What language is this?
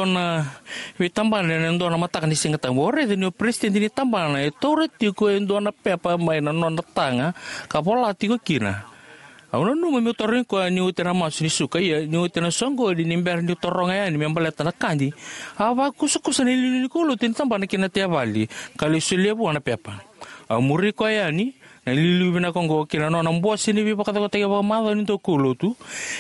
Fijian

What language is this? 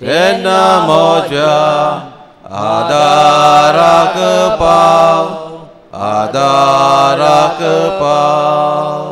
Konkani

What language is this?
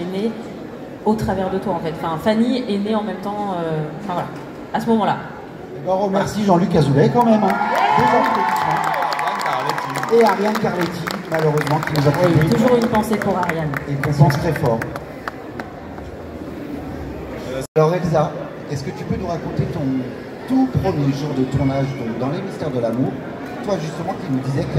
French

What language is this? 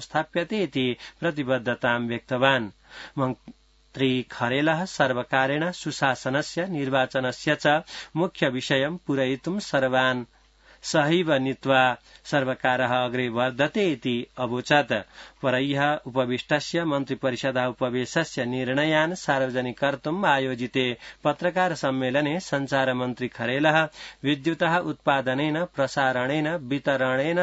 Sanskrit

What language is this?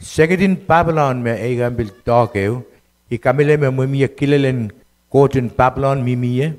Pohnpeian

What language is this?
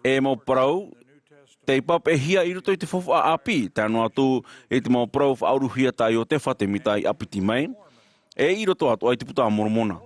Tahitian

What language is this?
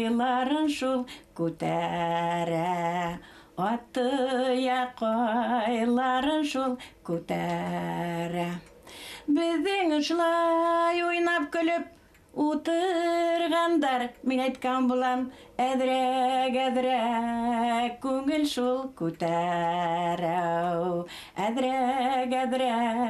Bashkir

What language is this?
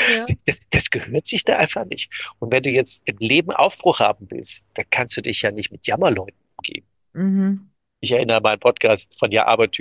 German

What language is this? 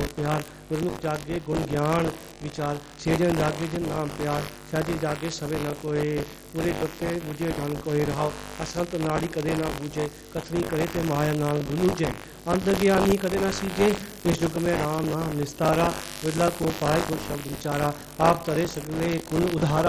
Punjabi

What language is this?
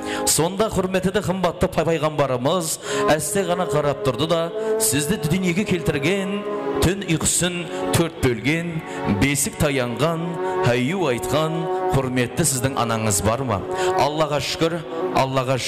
Kara-Kalpak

